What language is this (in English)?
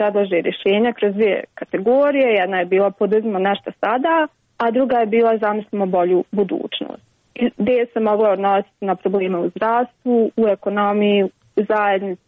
Croatian